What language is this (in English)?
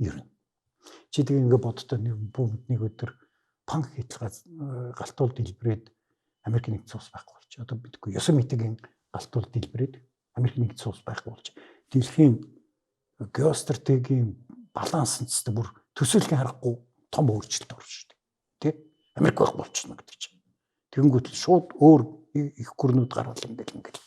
Mongolian